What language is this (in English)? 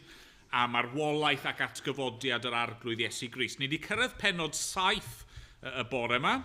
Welsh